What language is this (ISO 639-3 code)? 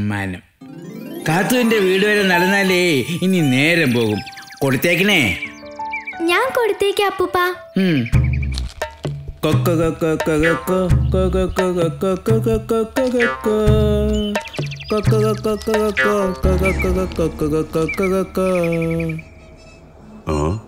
mal